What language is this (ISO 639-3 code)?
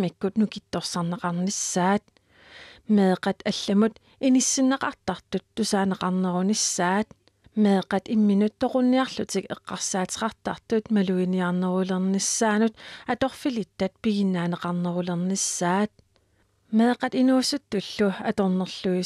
kal